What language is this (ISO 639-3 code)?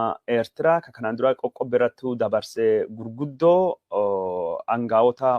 orm